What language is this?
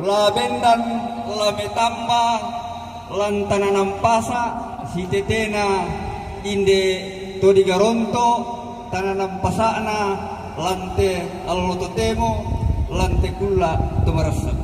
Toraja-Sa'dan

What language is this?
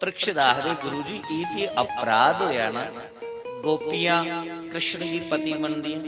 Dogri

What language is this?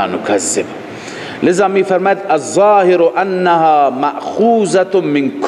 Persian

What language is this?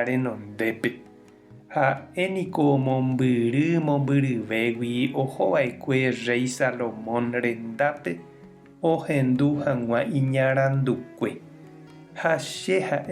Guarani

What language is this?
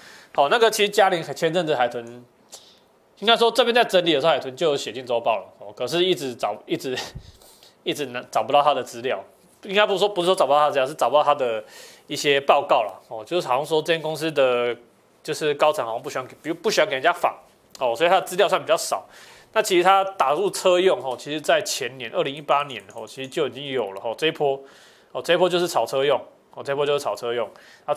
Chinese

